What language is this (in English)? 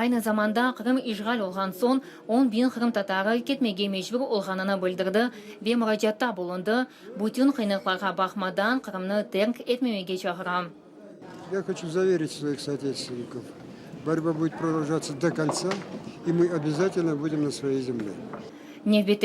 Crimean Tatar